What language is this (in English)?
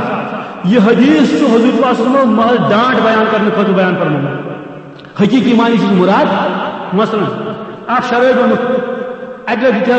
Kashmiri